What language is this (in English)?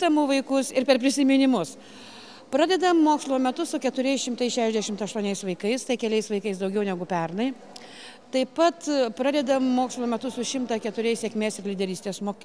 Lithuanian